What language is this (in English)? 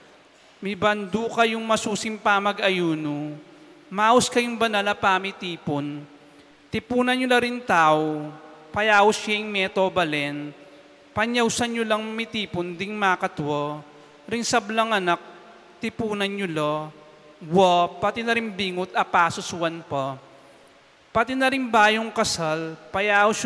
Pampanga